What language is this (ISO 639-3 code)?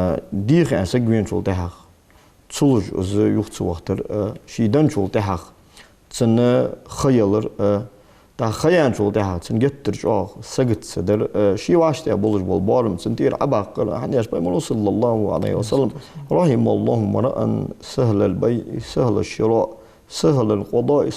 inh